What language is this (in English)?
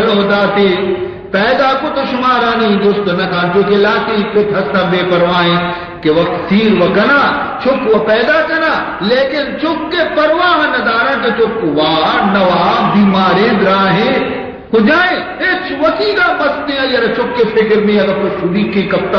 Baluchi